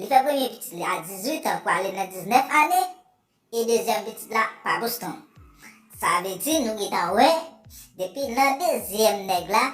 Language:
Haitian Creole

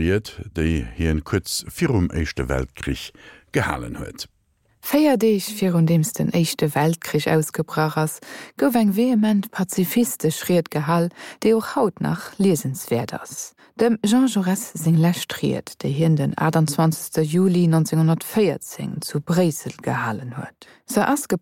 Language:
Luxembourgish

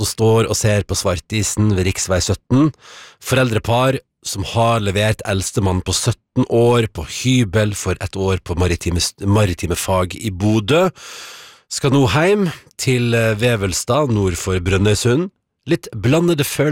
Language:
Norwegian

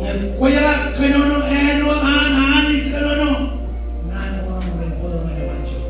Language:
Marshallese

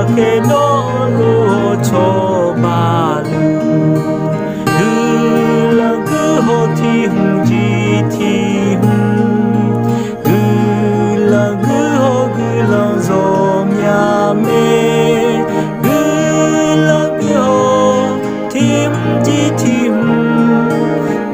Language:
Akha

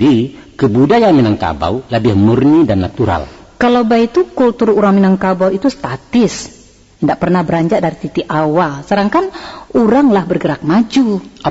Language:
Minangkabau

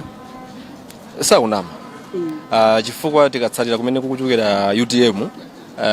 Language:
Nyanja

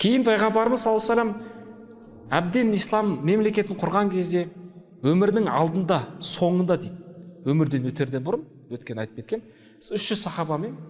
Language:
Kazakh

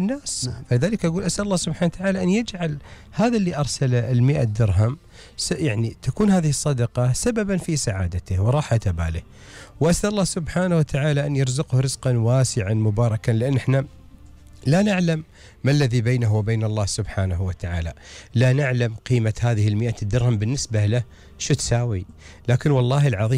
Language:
Gulf Arabic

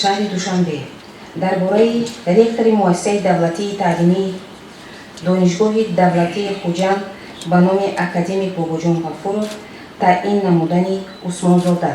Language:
Tajik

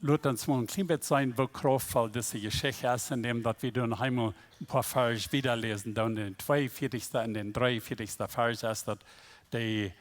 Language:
Plautdietsch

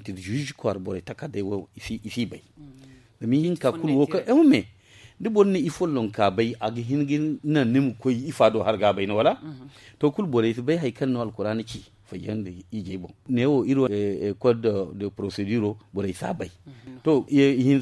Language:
Zarma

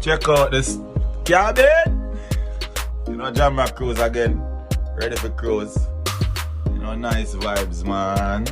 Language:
Jamaican Creole English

